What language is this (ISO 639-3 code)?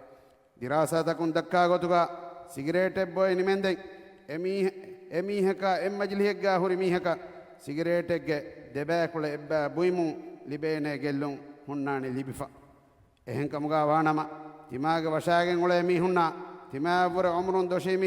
div